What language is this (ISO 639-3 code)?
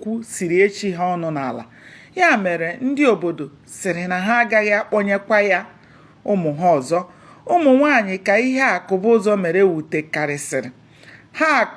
ibo